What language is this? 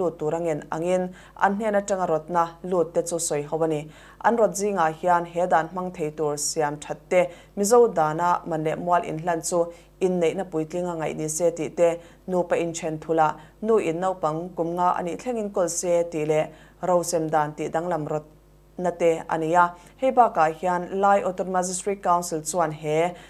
Mizo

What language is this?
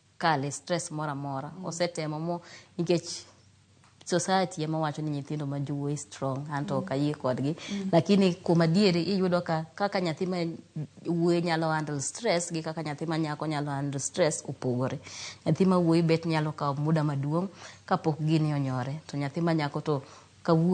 Luo (Kenya and Tanzania)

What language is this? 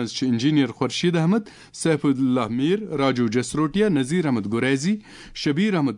Kashmiri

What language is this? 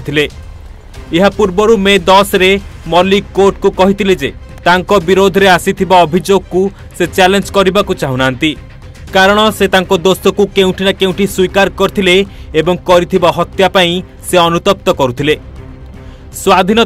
Odia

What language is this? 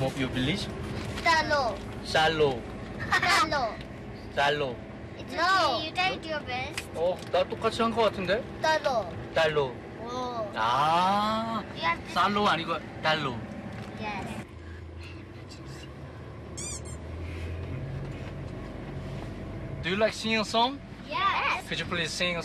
Korean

